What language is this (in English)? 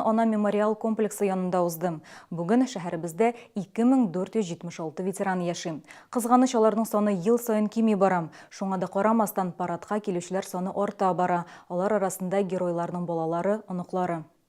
Tatar